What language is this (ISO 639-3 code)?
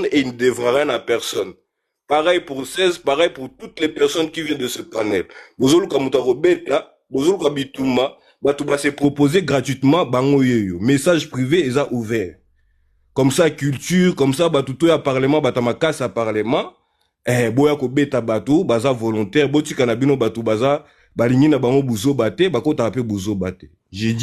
lin